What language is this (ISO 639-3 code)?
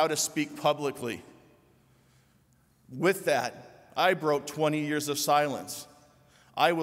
eng